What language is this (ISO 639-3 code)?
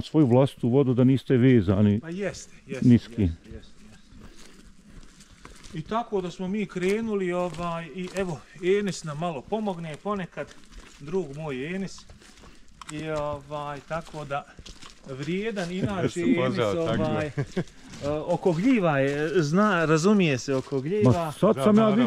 bos